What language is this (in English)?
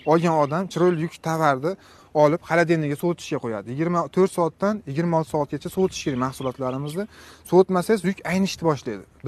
Uzbek